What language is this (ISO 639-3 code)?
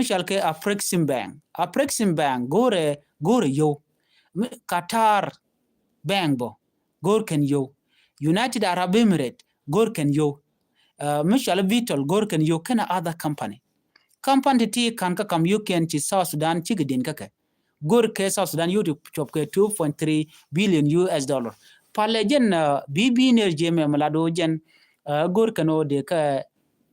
nus